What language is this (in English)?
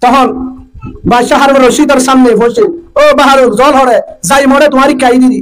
Rohingya